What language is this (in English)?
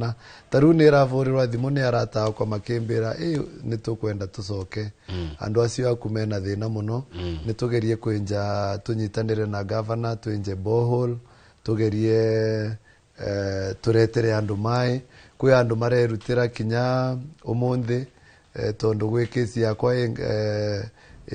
Kikuyu